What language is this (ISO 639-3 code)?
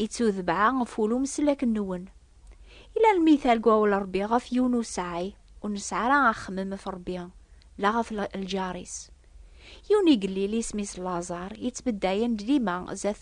kab